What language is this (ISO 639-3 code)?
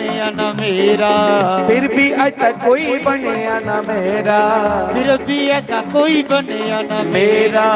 doi